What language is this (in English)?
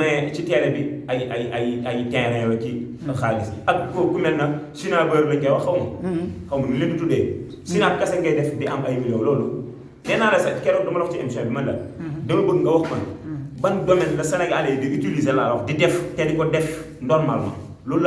Wolof